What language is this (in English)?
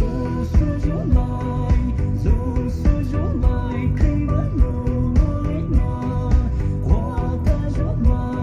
Poumei Naga